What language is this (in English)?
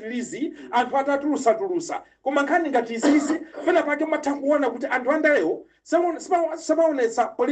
Nyanja